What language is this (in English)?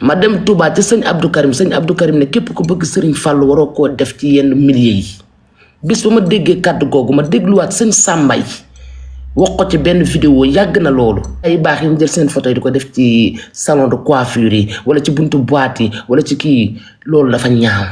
Wolof